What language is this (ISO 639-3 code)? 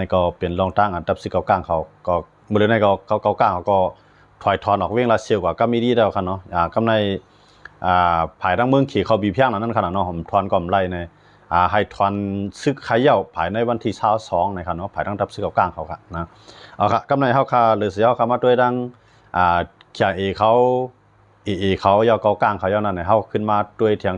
shn